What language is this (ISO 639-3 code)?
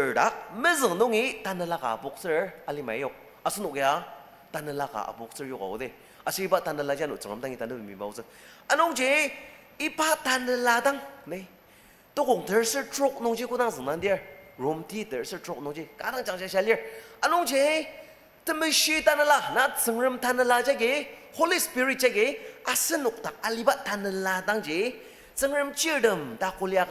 njo